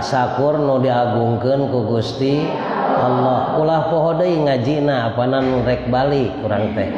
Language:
Sundanese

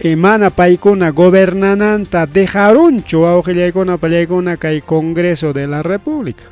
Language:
Ayacucho Quechua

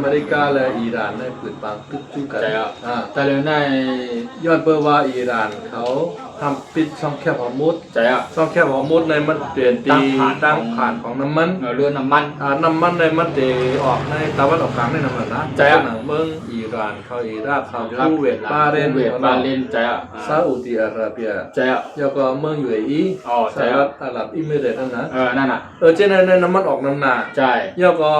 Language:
Shan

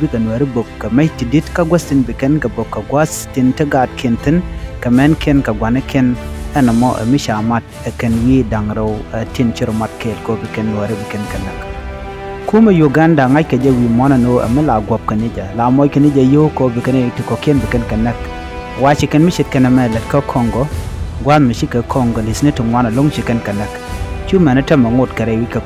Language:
Nuer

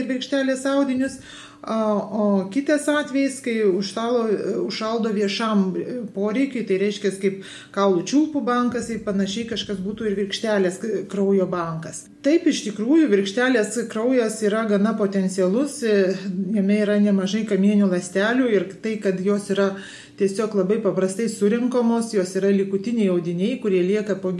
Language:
Lithuanian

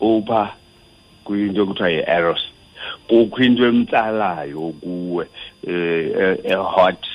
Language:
Xhosa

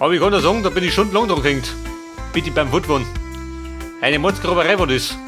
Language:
Bavarian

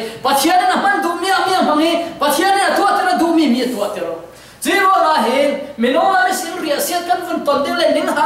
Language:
Falam Chin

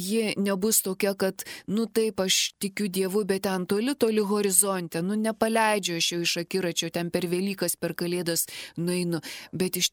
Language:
Lithuanian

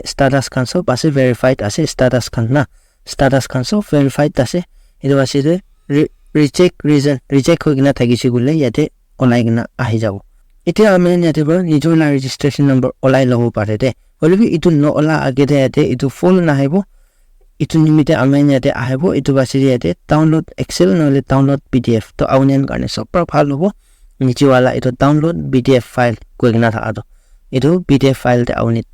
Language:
Naga Pidgin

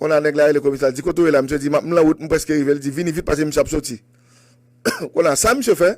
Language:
Haitian Creole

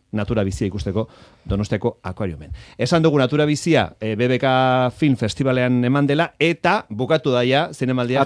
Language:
Basque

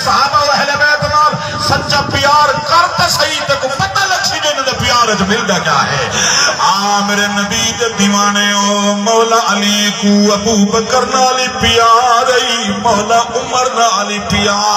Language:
Saraiki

